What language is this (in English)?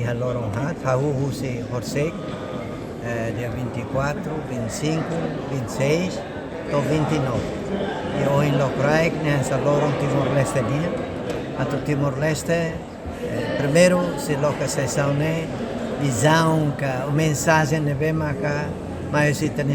Tetum